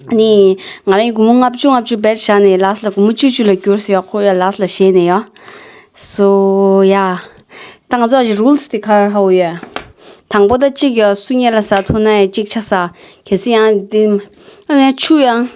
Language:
Tibetan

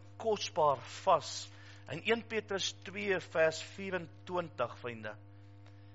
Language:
Afrikaans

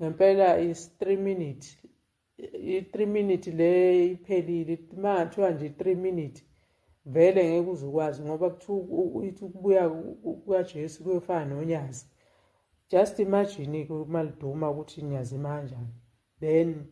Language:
Zulu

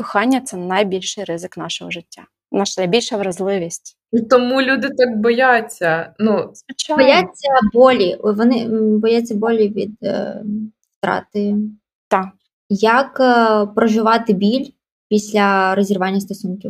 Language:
Ukrainian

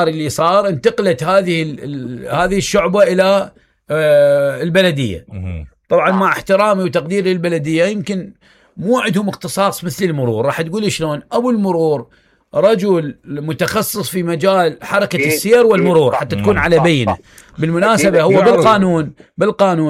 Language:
Mesopotamian Arabic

